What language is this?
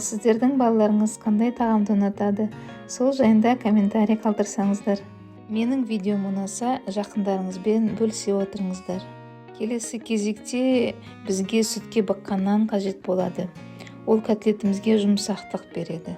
Kazakh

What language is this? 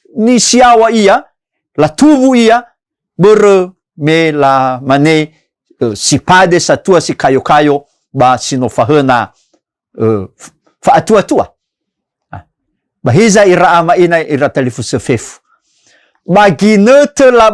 Nias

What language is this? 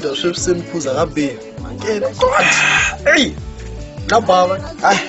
Tsonga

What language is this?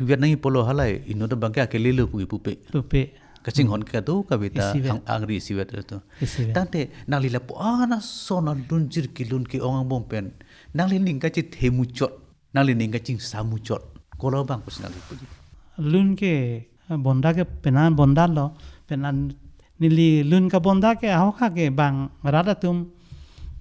Karbi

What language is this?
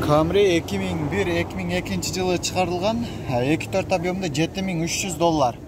Kyrgyz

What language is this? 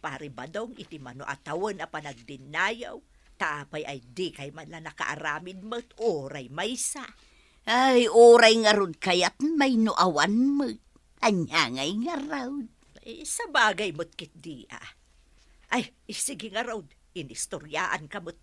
Iloko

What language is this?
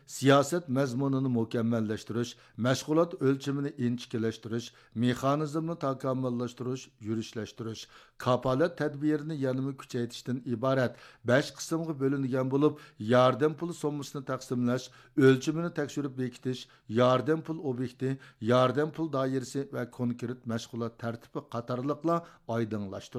Uyghur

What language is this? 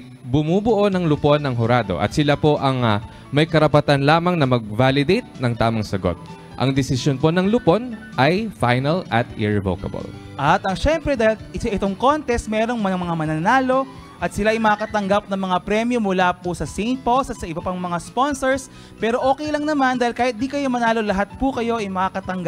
Filipino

